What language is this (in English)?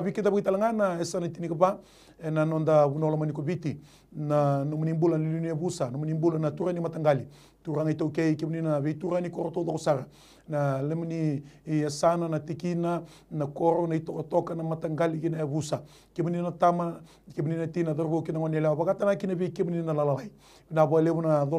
Fijian